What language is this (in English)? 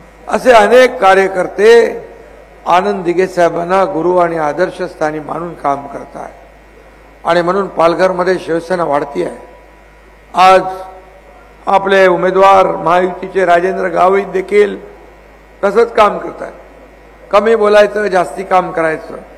Marathi